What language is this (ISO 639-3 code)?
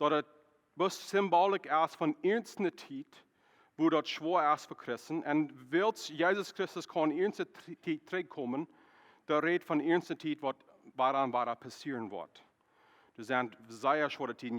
pdt